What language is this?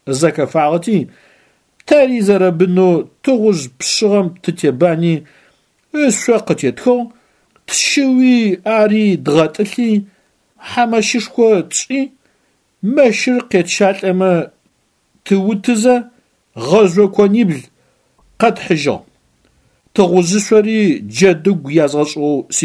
Adyghe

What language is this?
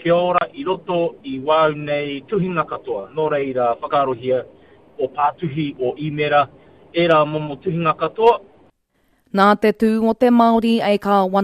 Māori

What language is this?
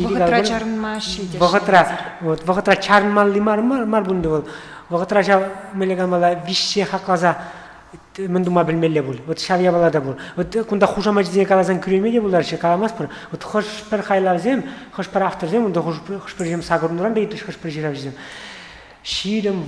Chuvash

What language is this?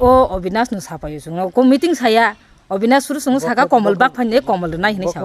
Kok Borok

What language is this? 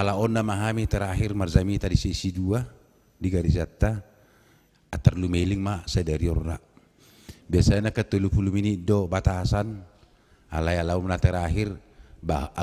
Batak Toba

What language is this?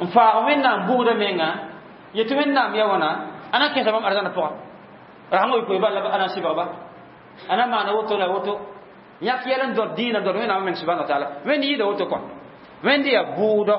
Mossi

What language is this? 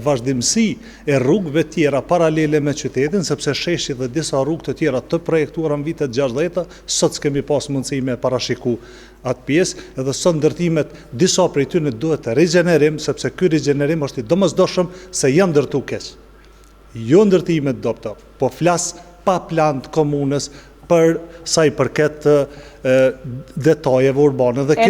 Albanian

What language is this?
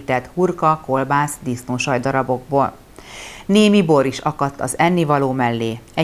Hungarian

